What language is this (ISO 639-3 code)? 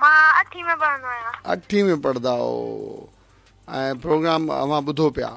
snd